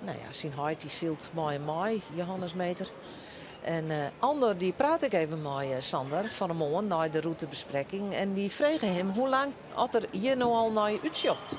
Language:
Western Frisian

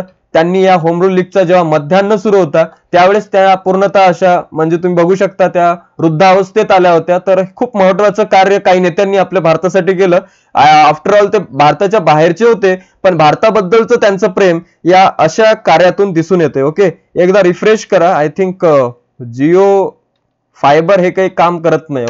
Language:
Marathi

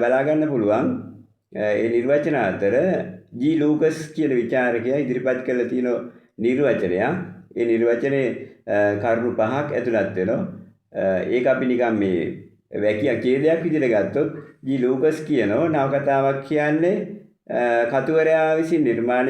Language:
Sinhala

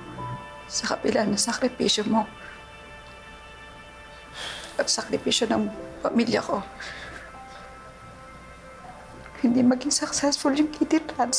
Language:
Filipino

